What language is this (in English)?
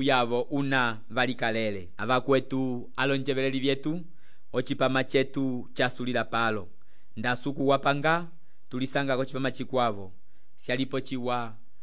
Umbundu